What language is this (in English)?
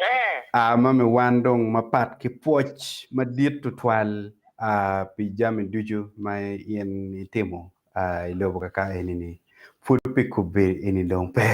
Acoli